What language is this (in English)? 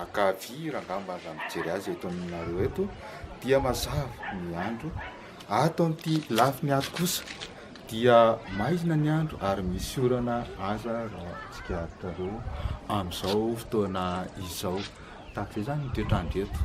Malagasy